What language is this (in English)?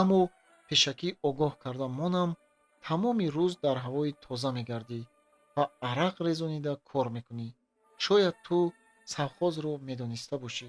Tajik